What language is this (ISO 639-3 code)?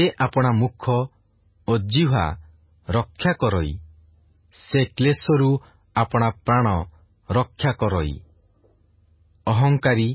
ori